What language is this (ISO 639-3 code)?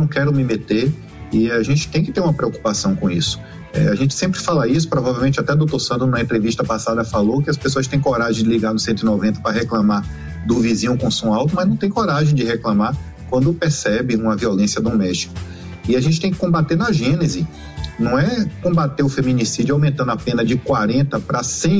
por